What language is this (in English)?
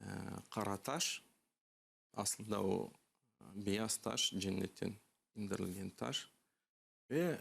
Crimean Tatar